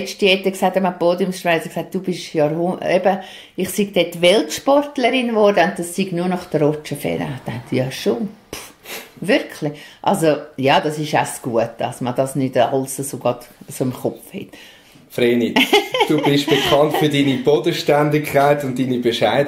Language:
Swiss German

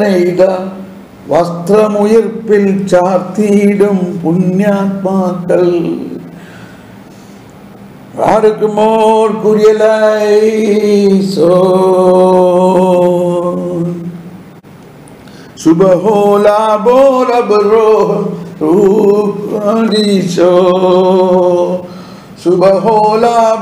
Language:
Malayalam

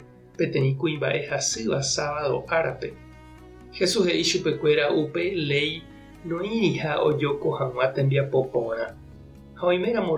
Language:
Guarani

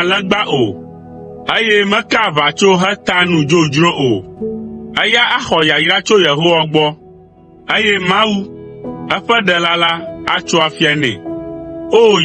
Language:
Ewe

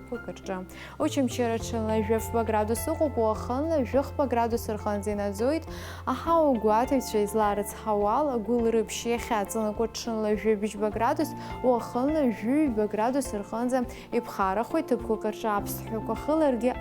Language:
Abkhazian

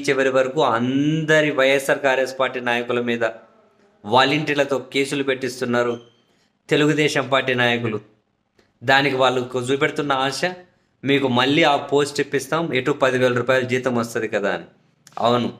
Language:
Telugu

